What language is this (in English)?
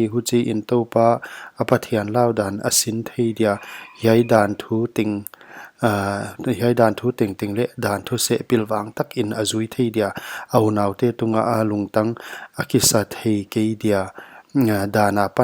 Paite Chin